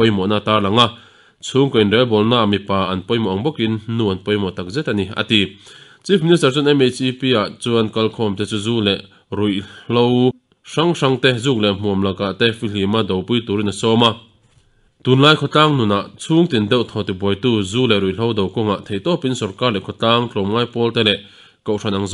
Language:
Mizo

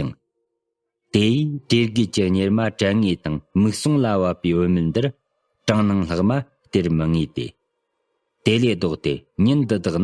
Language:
Tibetan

